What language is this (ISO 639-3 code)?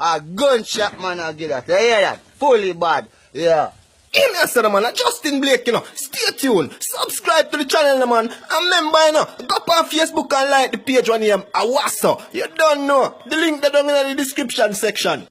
jam